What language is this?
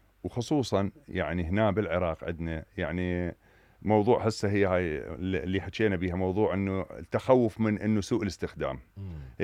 Mesopotamian Arabic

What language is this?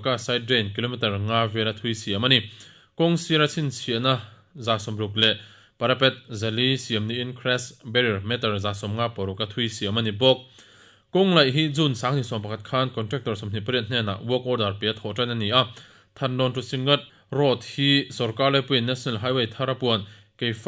Mizo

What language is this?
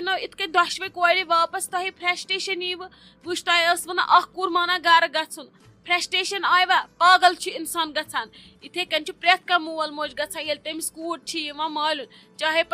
Kashmiri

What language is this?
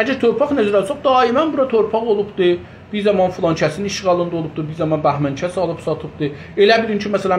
South Azerbaijani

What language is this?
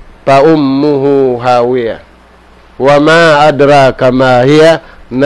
Tausug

